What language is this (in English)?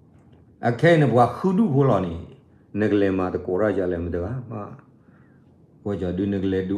S'gaw Karen